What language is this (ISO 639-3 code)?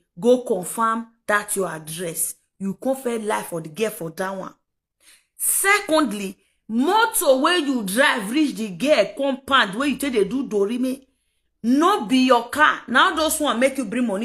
pcm